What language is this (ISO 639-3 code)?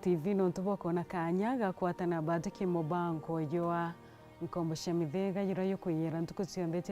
mer